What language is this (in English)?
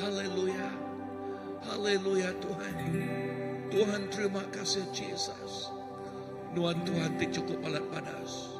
Iban